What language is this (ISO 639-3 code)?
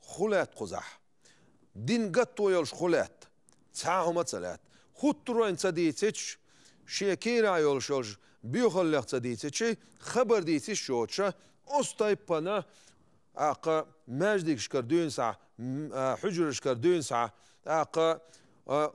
che